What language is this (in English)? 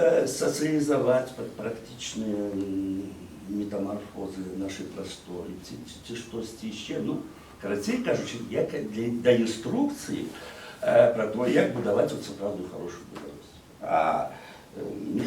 Belarusian